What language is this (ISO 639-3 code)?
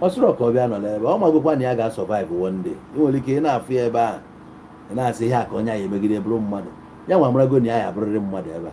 ibo